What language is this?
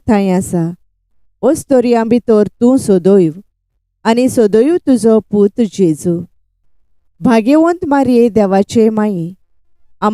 Konkani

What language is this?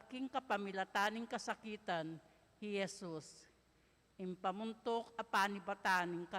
Pampanga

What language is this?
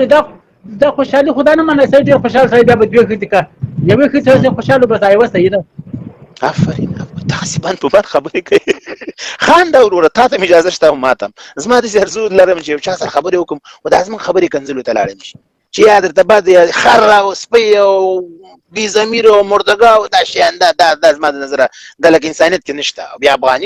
Pashto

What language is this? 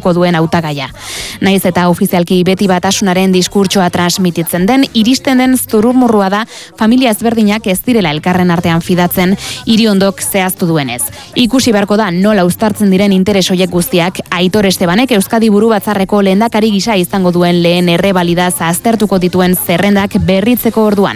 Basque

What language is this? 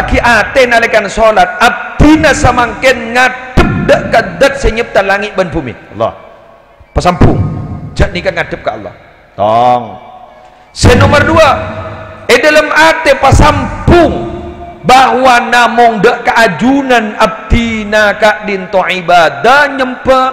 Madurese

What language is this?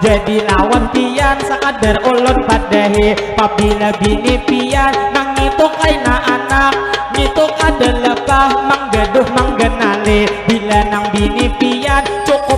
Banjar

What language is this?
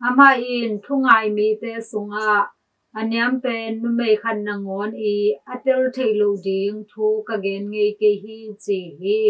Tedim Chin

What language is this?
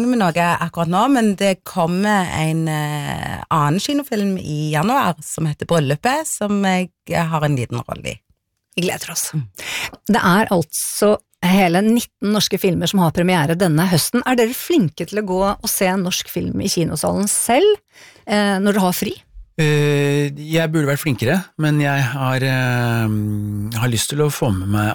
Norwegian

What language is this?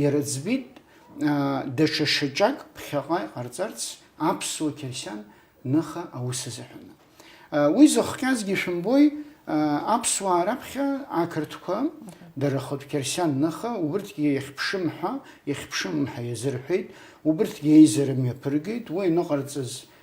Abkhazian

